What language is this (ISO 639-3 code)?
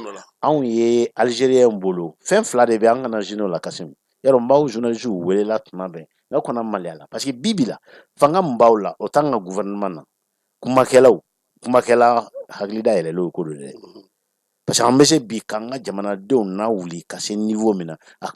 bam